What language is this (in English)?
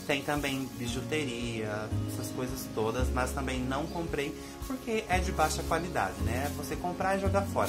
Portuguese